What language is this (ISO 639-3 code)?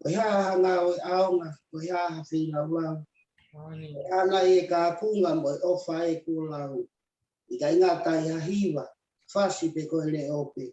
ton